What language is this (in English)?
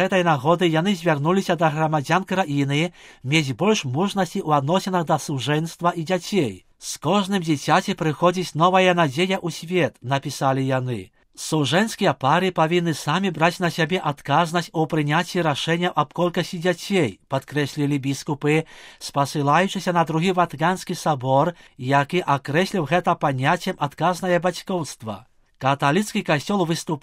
Belarusian